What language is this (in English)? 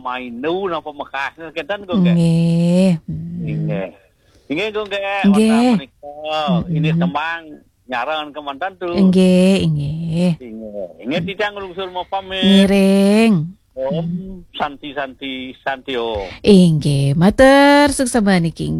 Balinese